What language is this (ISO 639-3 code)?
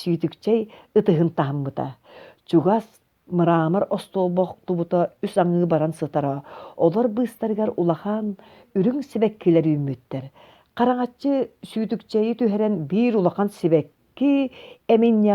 sah